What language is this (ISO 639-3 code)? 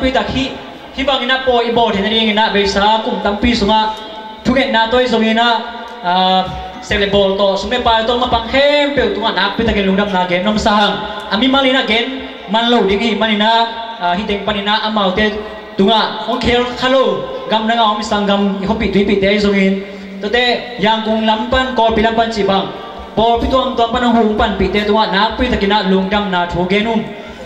ctd